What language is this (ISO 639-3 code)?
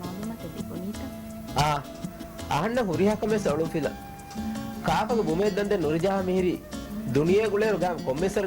div